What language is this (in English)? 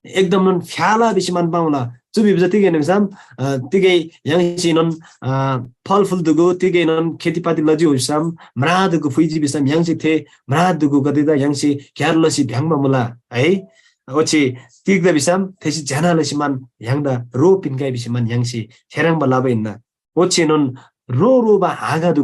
Eastern Tamang